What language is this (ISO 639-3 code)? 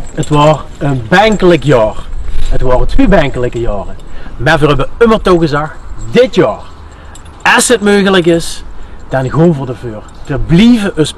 lim